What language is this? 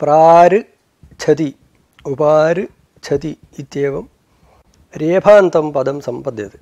Sanskrit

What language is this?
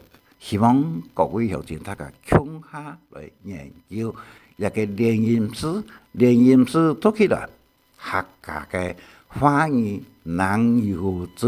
Hakka Chinese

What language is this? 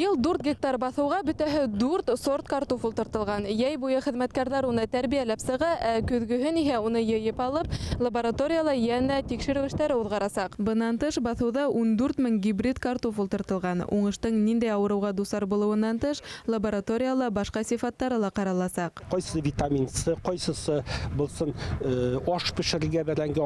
Bashkir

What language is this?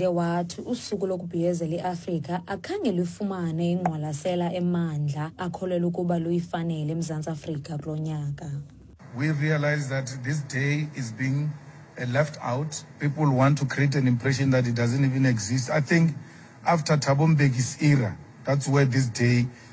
Xhosa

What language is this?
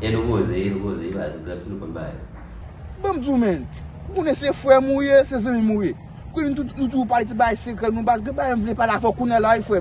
Haitian Creole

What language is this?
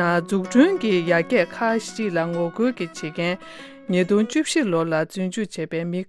Tibetan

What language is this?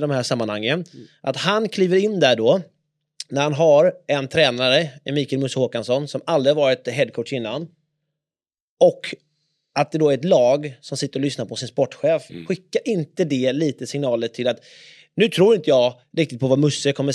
Swedish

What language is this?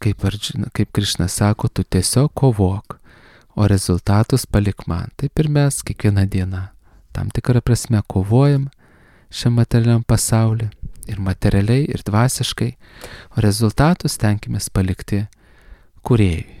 Lithuanian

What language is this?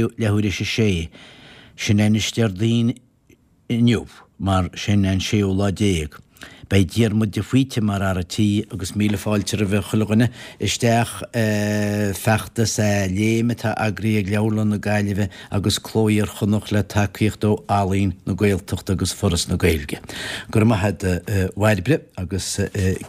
Irish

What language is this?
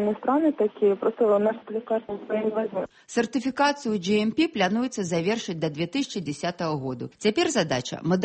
Belarusian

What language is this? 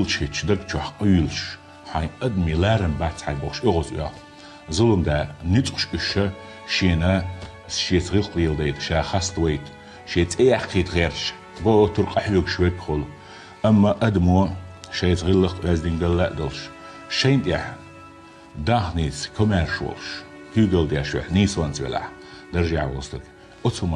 Chechen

